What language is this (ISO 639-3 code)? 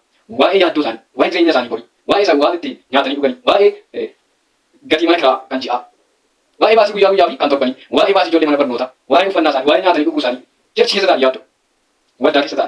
orm